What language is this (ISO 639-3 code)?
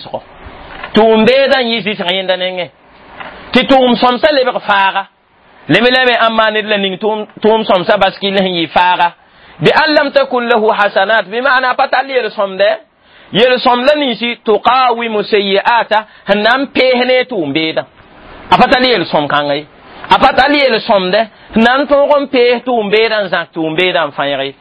mos